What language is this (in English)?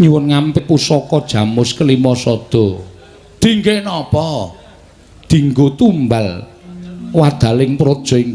Javanese